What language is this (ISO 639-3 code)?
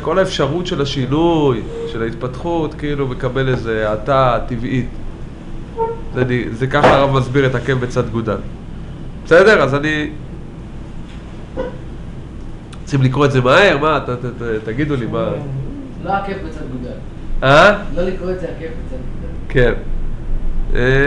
heb